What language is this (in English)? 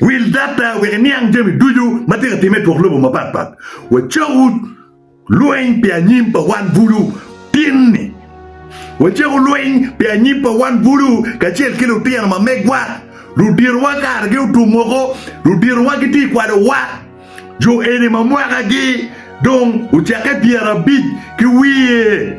Acoli